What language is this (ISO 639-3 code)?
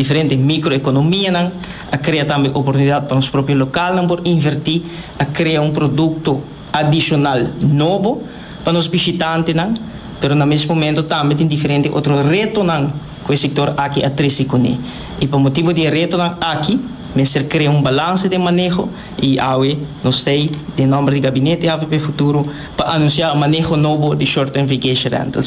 pap